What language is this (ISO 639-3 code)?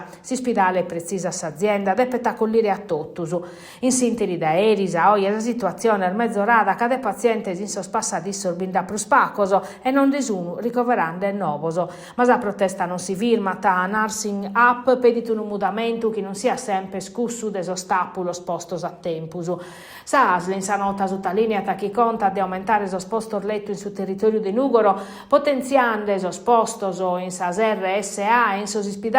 srd